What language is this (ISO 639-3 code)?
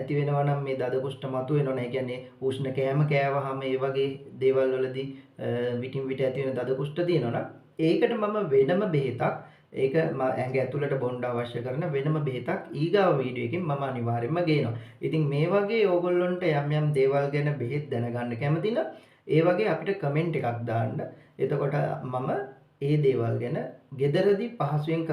sin